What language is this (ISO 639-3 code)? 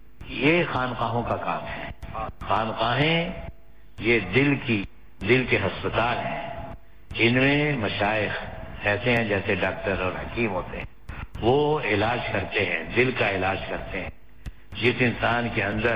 urd